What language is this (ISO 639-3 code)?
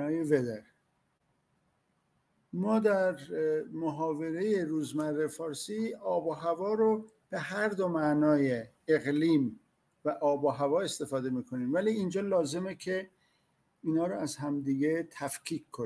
fas